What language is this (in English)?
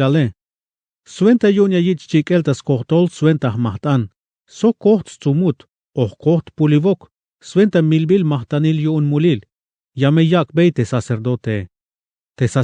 Tzeltal